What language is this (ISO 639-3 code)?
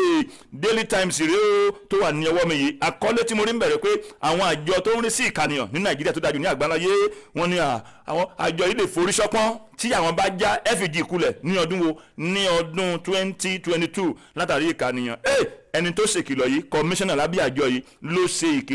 yor